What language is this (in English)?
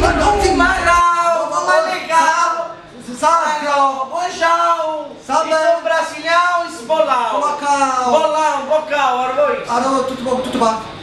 Neapolitan